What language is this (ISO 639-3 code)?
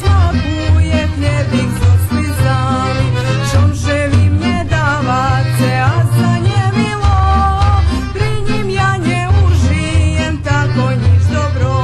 rue